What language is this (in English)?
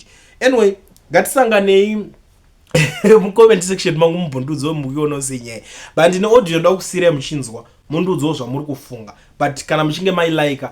Shona